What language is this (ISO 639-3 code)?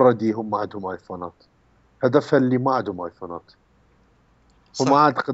ara